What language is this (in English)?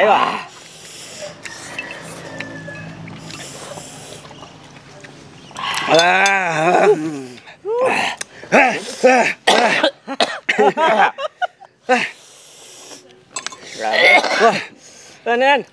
Filipino